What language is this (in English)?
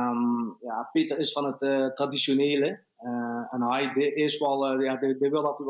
Limburgish